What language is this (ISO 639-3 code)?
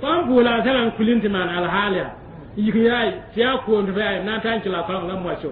mos